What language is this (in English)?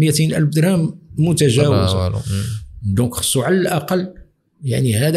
Moroccan Arabic